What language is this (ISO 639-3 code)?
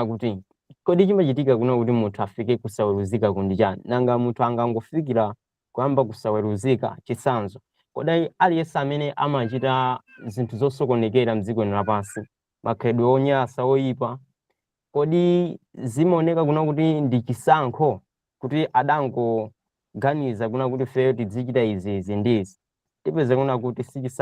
nya